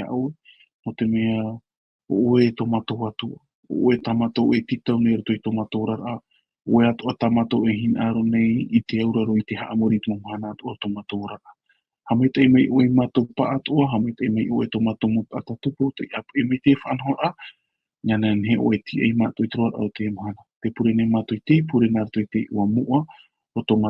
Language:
Tahitian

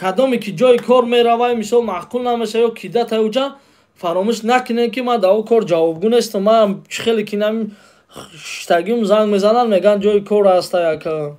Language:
Tajik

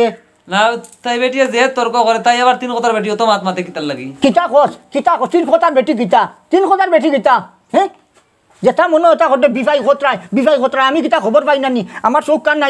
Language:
Sylheti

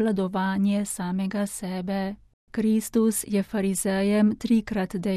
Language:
Slovenian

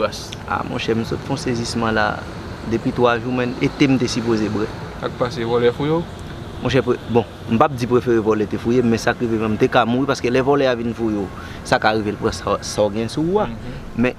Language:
Haitian Creole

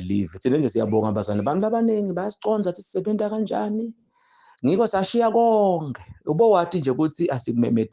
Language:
Zulu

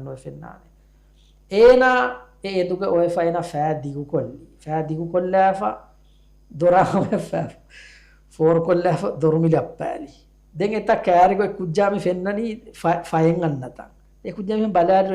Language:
Divehi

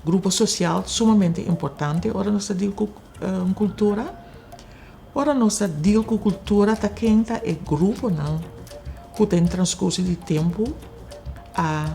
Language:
Papiamento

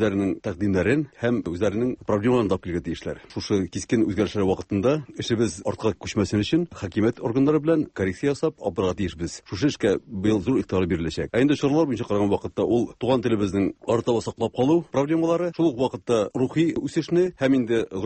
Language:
Tatar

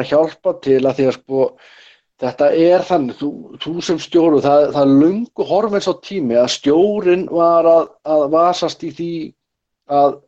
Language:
Icelandic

